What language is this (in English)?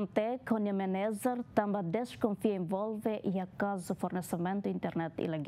Tetum